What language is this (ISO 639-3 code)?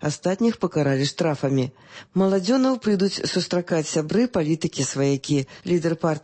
bel